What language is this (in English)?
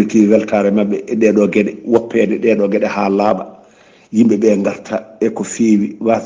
Fula